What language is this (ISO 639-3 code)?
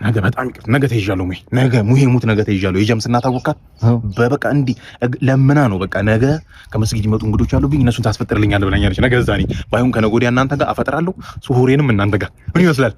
amh